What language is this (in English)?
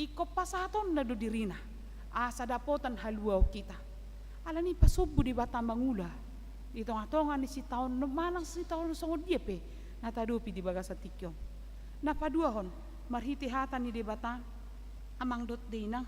Batak Toba